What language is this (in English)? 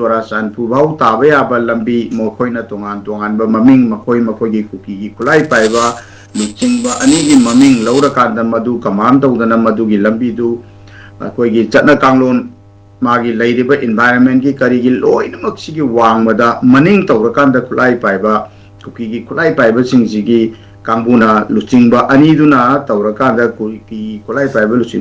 Manipuri